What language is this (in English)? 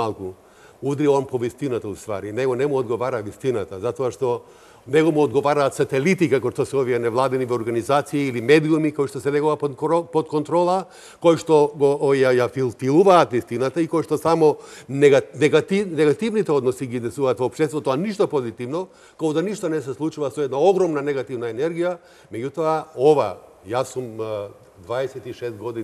Macedonian